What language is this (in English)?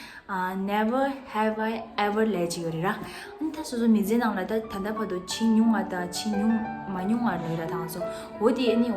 Tibetan